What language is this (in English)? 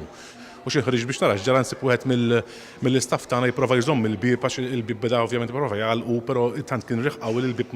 Maltese